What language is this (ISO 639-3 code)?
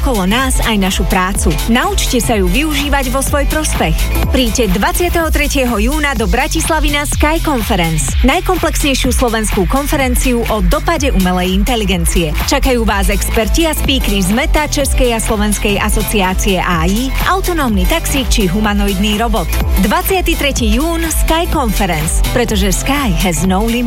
slk